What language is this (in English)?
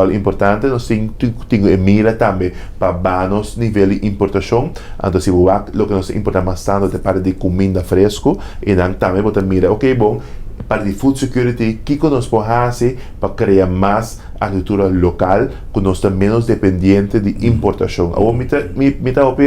Papiamento